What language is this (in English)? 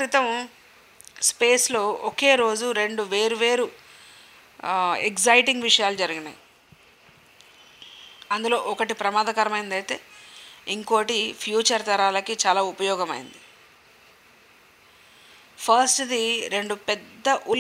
Telugu